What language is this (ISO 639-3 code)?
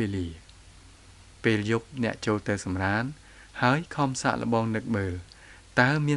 khm